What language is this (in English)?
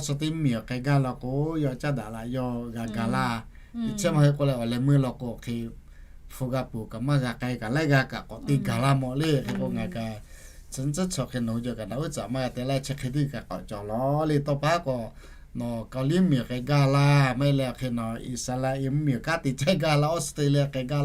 Lahu